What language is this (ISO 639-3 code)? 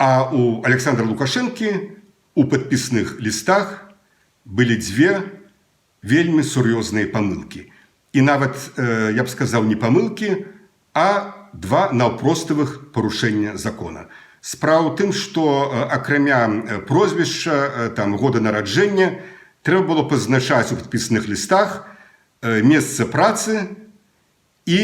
bel